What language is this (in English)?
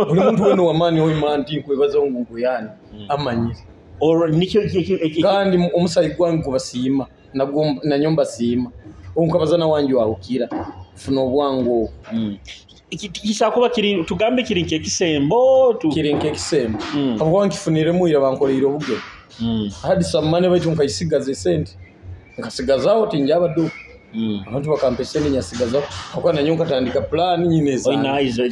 Nyoro